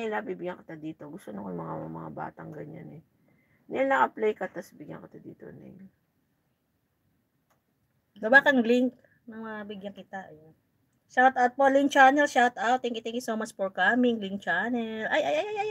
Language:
Filipino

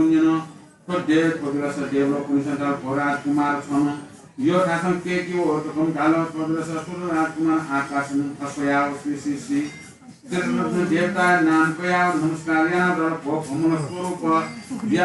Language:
Newari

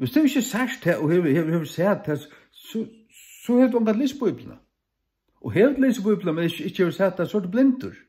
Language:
Faroese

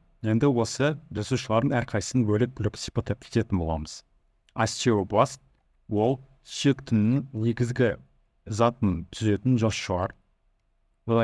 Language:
Kazakh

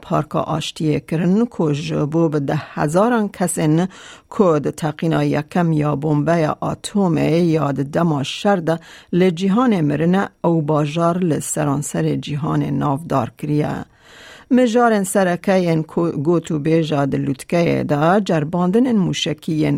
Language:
Kurdish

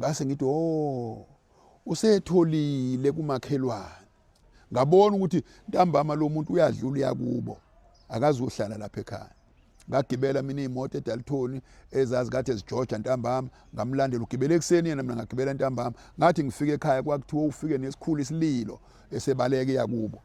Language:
Zulu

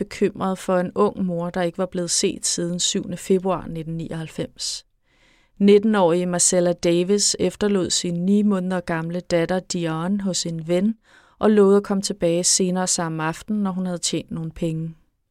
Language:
Danish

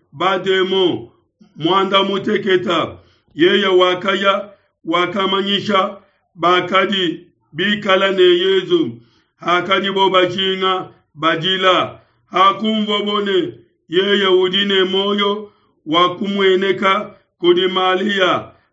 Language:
Luba-Lulua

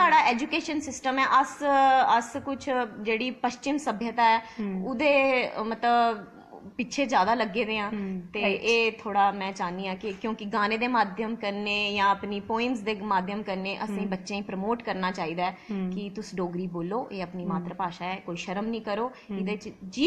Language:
Dogri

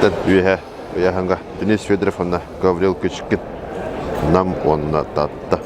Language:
Yakut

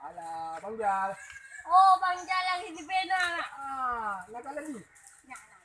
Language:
Achinese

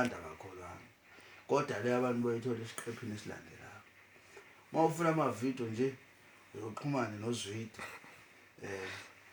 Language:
Zulu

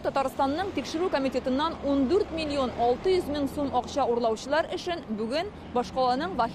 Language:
Tatar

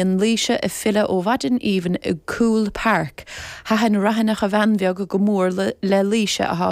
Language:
Irish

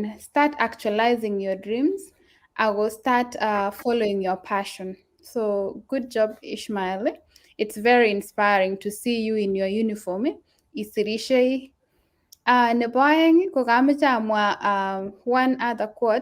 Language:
Kalenjin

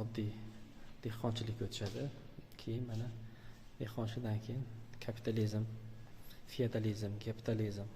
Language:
Uzbek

